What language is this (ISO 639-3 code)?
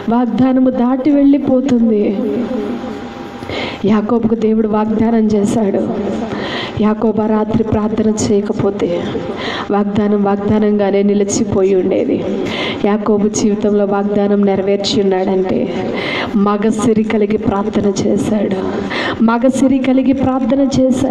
tel